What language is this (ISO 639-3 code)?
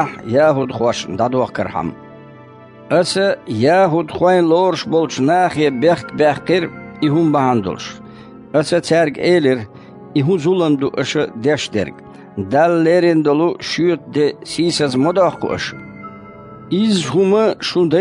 che